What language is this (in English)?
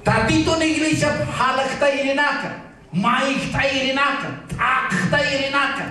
Aymara